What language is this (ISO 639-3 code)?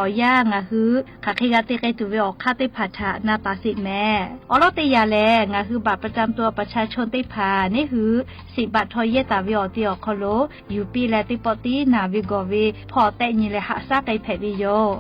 lhu